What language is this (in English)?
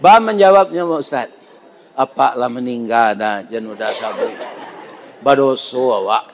Minangkabau